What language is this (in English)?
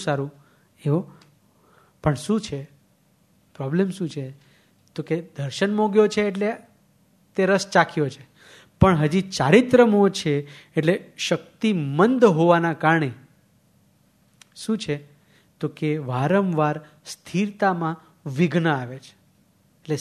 Gujarati